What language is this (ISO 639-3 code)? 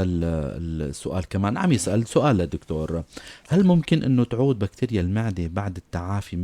apc